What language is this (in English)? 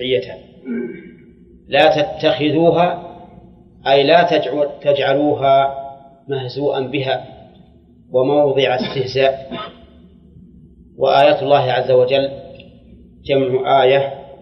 Arabic